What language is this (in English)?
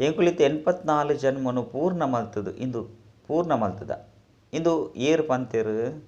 Tulu